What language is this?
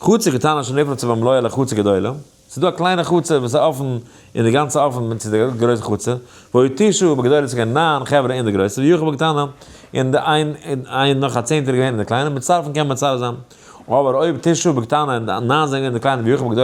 Yiddish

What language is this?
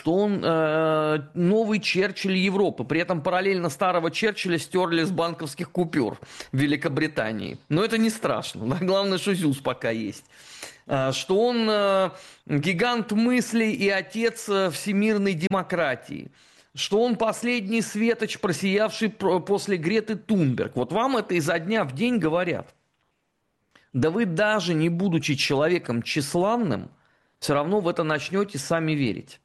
Russian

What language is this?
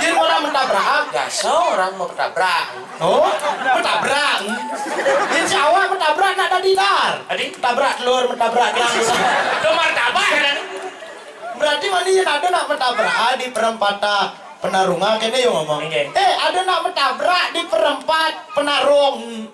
Balinese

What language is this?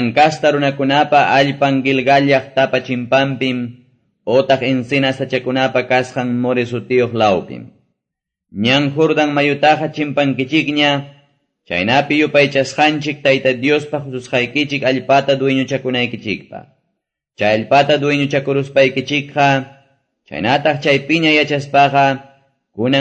Quechua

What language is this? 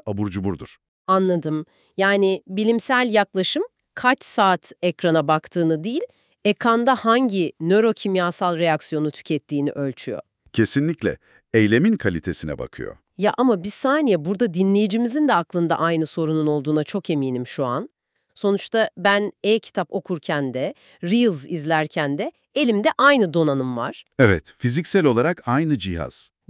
Turkish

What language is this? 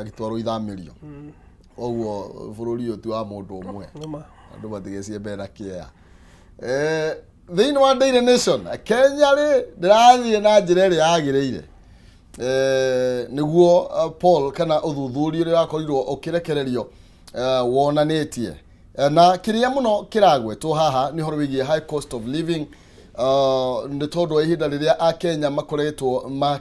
Kikuyu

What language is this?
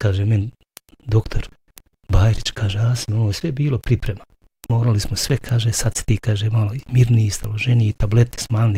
Bosnian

